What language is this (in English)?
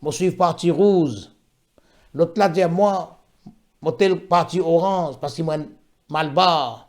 Morisyen